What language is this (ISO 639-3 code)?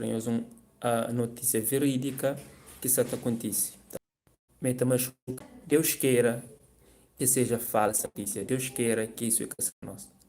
kea